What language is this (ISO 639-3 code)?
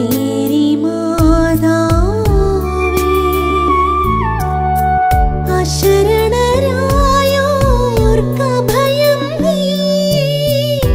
mal